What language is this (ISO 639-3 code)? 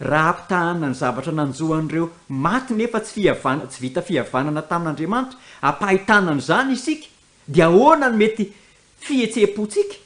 mlg